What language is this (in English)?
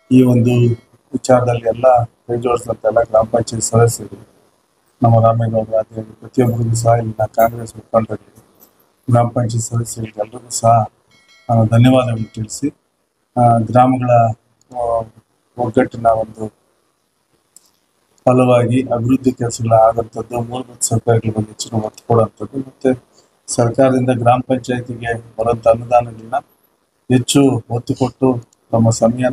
Kannada